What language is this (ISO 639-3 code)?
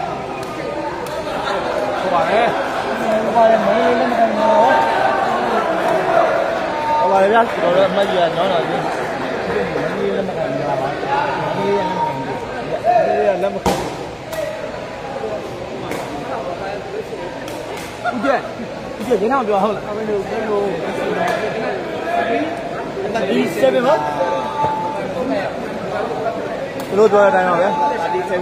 mya